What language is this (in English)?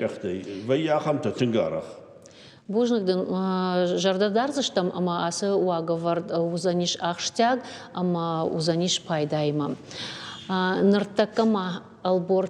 Ossetic